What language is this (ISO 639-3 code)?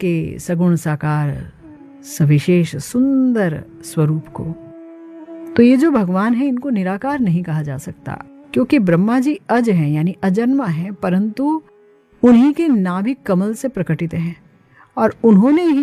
hin